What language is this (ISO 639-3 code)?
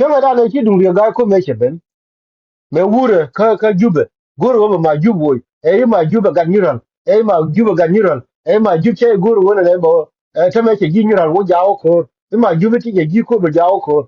nus